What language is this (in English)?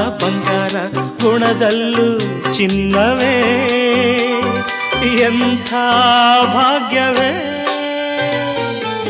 Kannada